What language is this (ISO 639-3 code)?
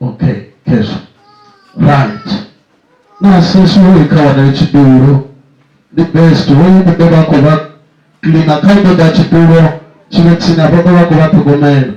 ven